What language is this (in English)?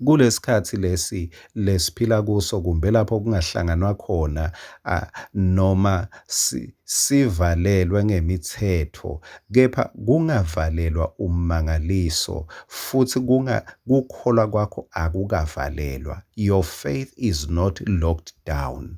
Swati